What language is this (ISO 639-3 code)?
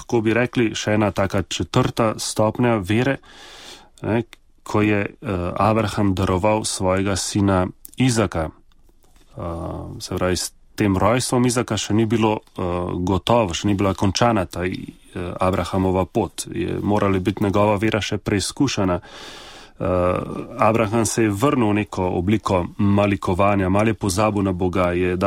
slv